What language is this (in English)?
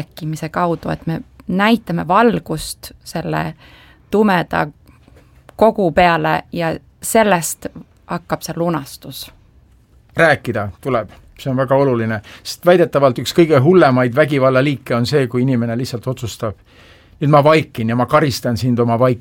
Estonian